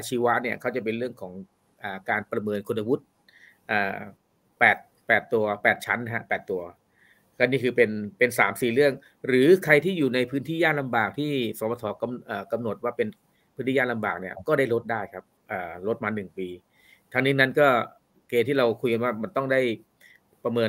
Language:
Thai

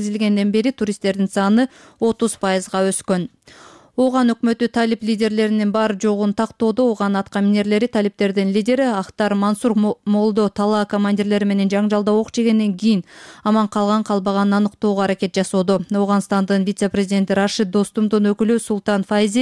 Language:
Kyrgyz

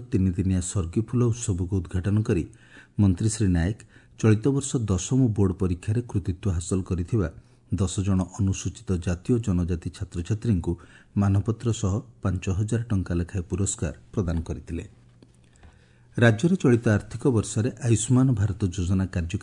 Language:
Odia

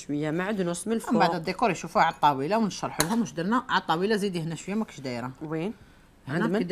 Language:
Algerian Arabic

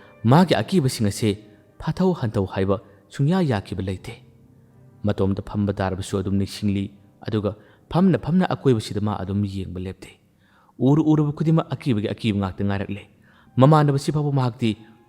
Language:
Manipuri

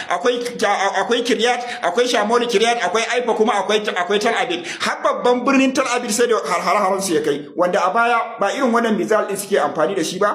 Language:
Hausa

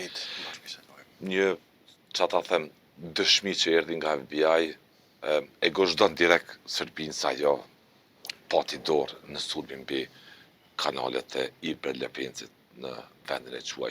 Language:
Albanian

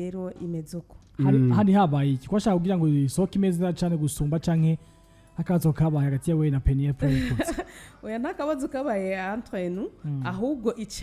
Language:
Rundi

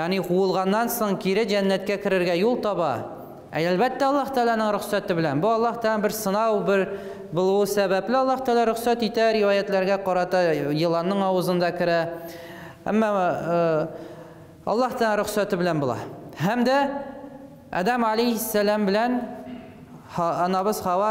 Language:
Tatar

